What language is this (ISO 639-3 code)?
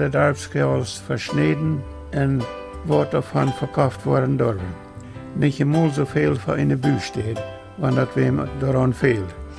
pdt